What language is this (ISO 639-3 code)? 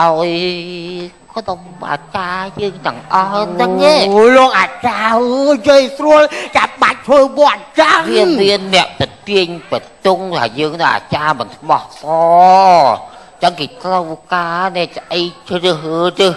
khm